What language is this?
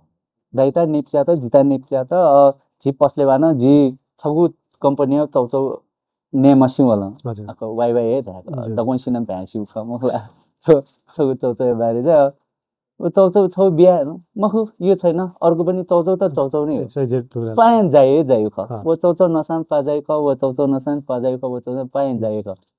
Newari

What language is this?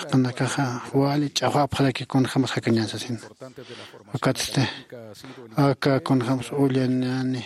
Aymara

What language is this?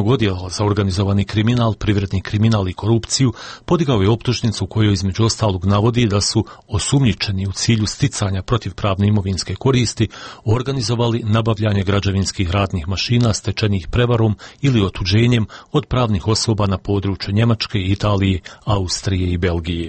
Bosnian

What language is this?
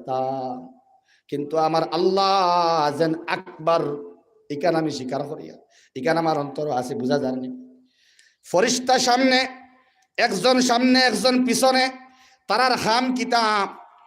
Sylheti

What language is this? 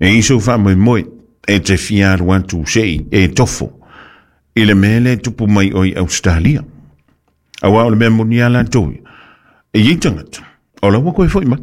Samoan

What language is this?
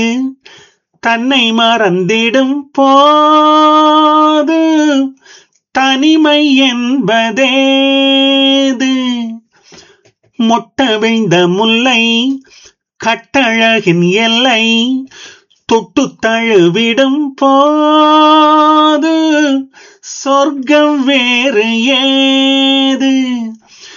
Tamil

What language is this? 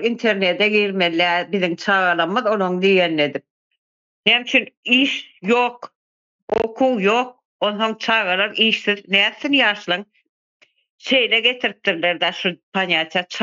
Turkmen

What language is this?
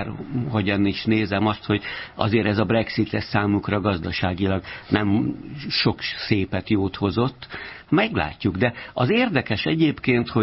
Hungarian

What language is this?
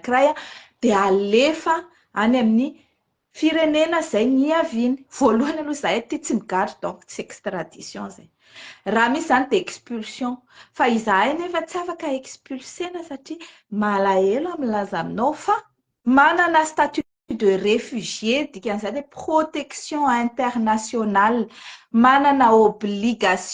Malagasy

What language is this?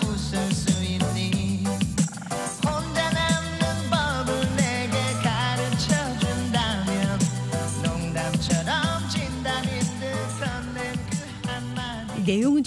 Korean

